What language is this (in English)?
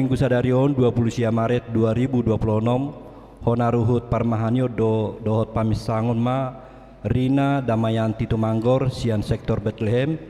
Batak Toba